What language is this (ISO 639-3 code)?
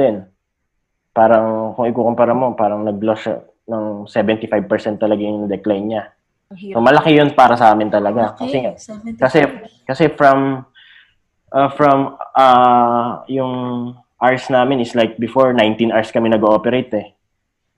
fil